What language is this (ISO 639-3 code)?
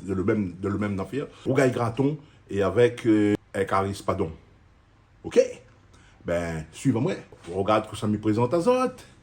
rcf